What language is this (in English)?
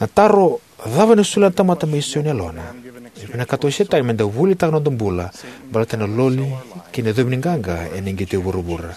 Fijian